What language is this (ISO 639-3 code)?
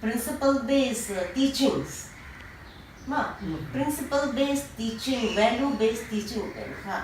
pck